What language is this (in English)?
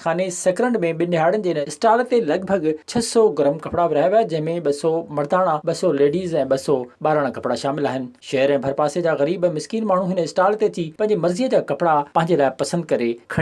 Sindhi